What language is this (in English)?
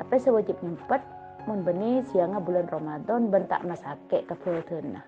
Madurese